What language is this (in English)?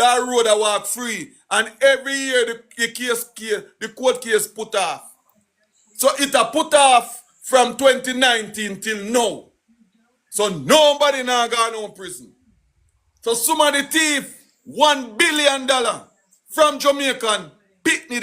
Jamaican Creole English